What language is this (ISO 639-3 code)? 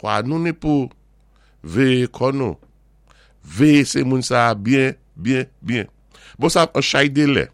acf